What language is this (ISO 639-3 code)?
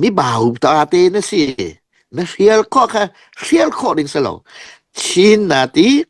cnh